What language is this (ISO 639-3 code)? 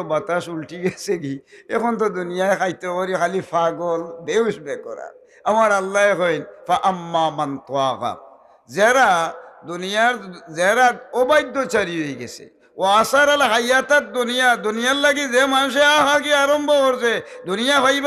syl